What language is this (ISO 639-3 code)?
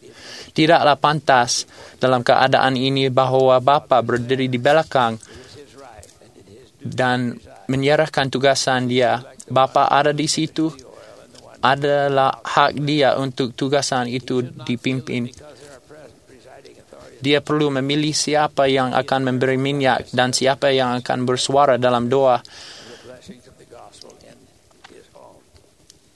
msa